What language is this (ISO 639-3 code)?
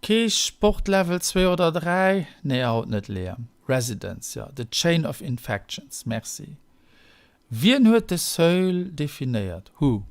ltz